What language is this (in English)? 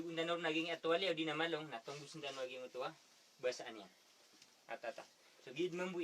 Maranao